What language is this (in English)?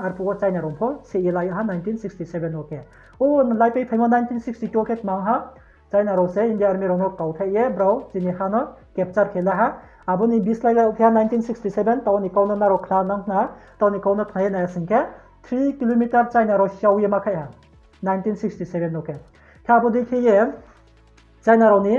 Riang (India)